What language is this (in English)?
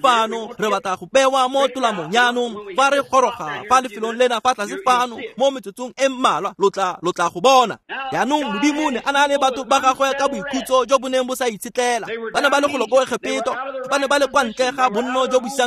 Tswana